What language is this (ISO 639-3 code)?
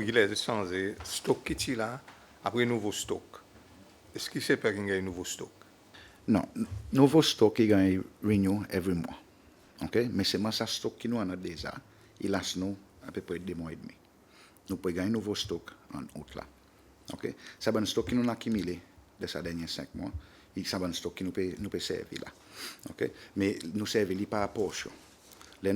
crs